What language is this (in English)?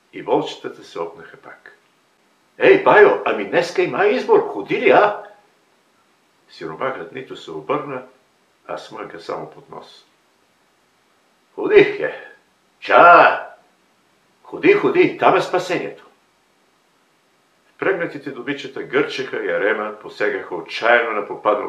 Bulgarian